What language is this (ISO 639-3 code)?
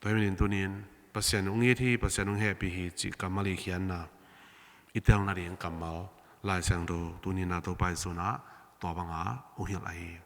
ctd